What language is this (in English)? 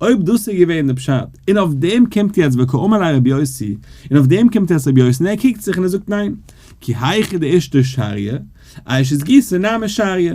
Yiddish